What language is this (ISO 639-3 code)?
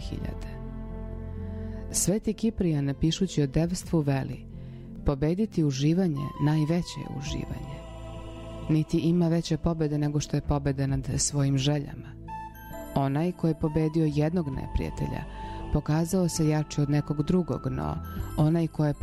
srp